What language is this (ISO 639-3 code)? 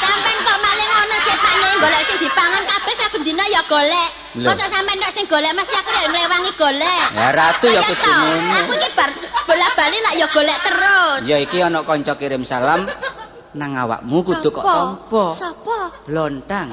jav